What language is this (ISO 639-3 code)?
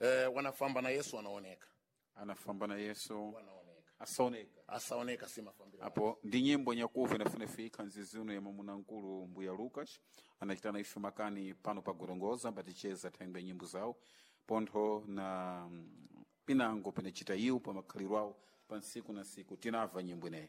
seh